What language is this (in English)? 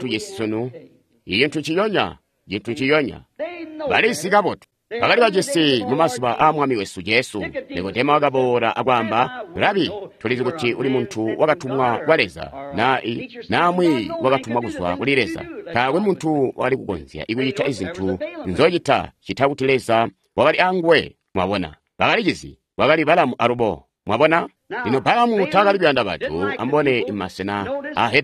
Tonga (Zambia)